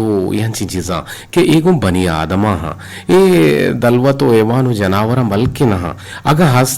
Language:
Eastern Balochi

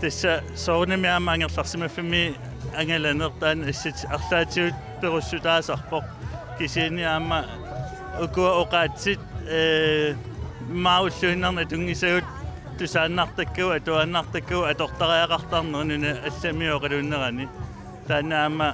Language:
Kalaallisut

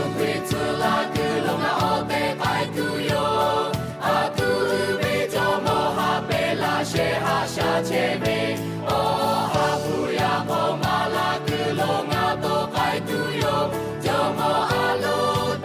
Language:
Lahu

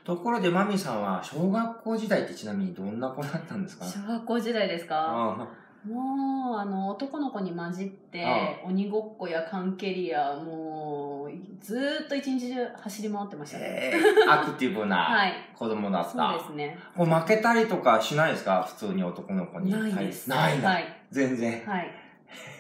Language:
Japanese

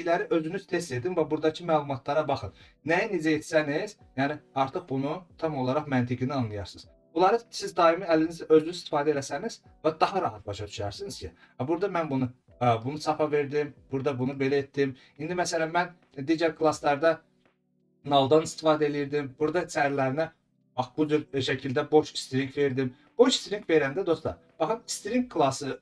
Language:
Azerbaijani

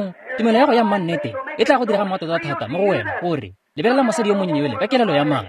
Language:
Tswana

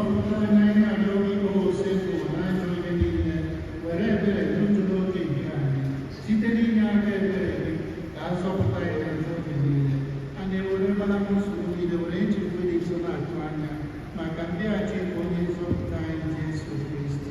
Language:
Igbo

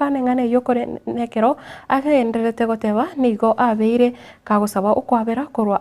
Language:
Gusii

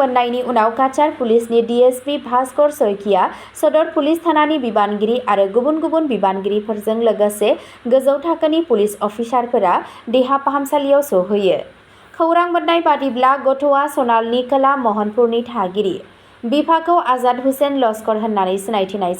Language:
Bodo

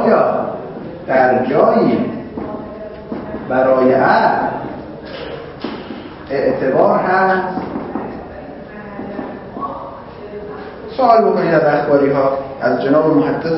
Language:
Persian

